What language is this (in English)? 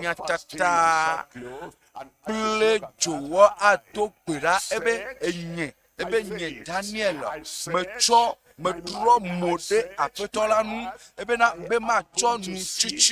Ewe